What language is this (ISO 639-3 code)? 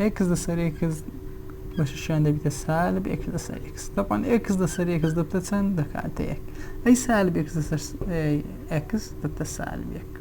ckb